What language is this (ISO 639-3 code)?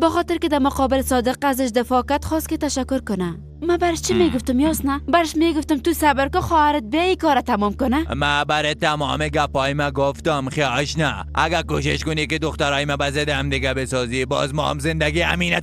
fas